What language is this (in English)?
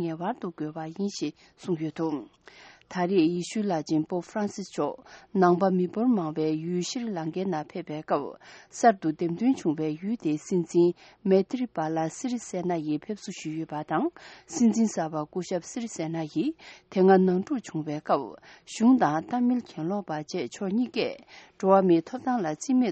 Tibetan